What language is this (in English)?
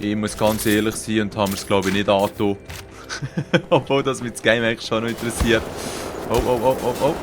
Swiss German